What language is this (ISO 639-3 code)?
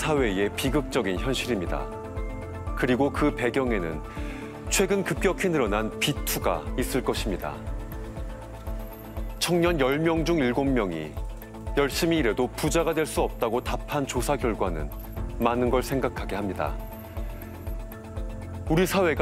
kor